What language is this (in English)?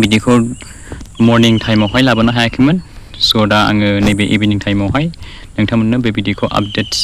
Bodo